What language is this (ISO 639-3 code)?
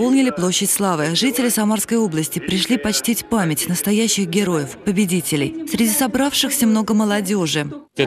rus